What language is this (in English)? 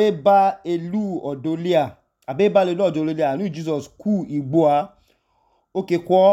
Idoma